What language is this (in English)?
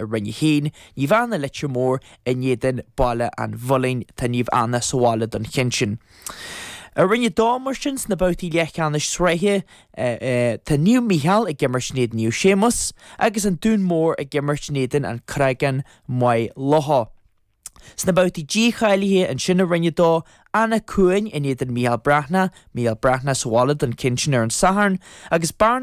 Irish